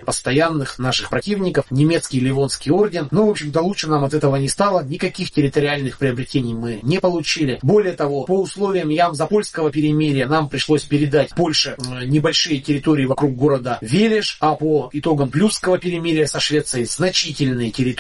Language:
Russian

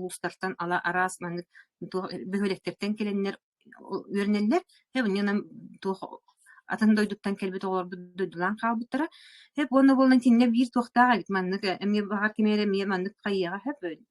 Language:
Yakut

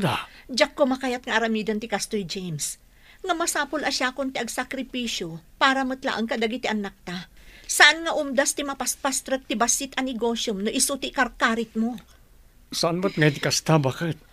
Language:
Iloko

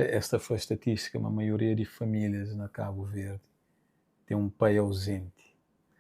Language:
Kabuverdianu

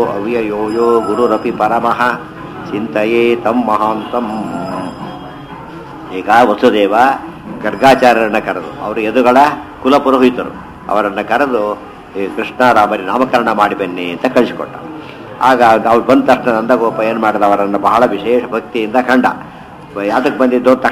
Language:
Kannada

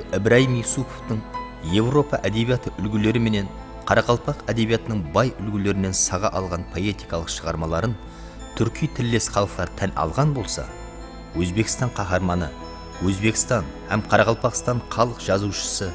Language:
Kara-Kalpak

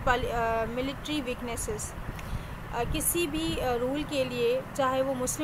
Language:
Urdu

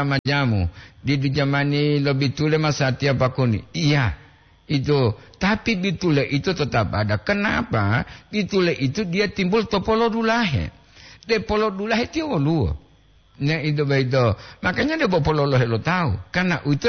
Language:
Gorontalo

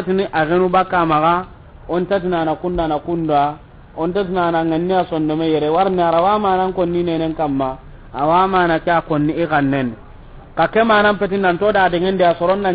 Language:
Soninke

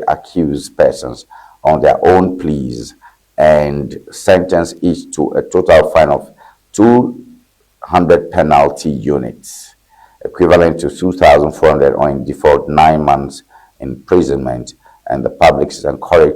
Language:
Ewe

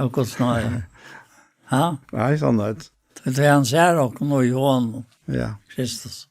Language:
Faroese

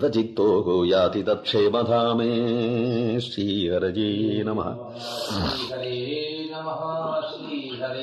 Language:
Sanskrit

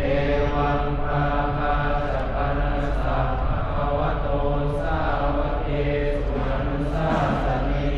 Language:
Pali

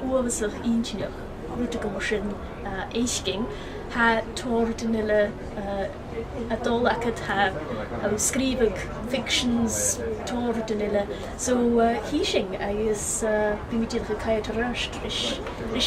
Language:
Scottish Gaelic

